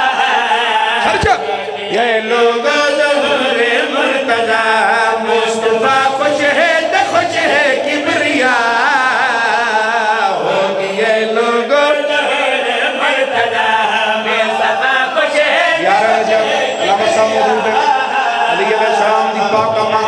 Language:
Urdu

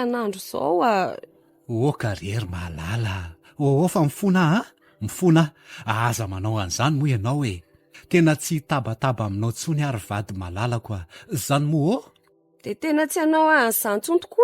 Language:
Malagasy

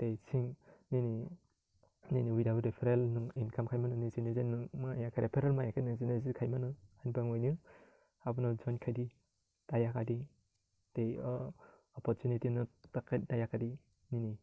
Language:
Kok Borok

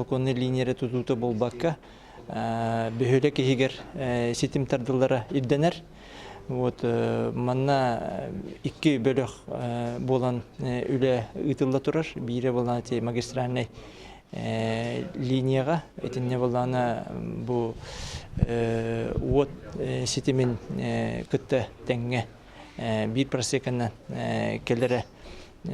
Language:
Yakut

